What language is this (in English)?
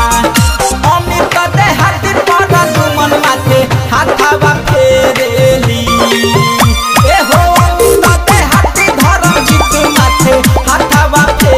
Bhojpuri